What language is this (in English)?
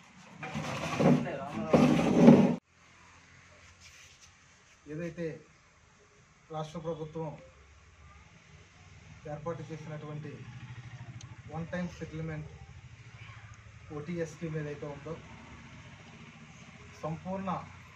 Telugu